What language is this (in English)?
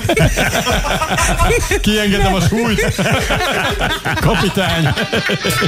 Hungarian